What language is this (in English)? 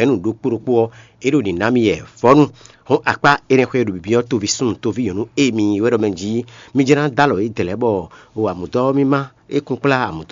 Fon